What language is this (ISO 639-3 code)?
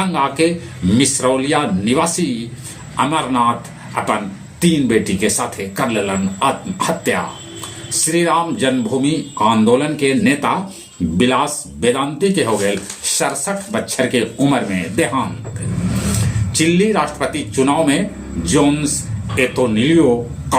mag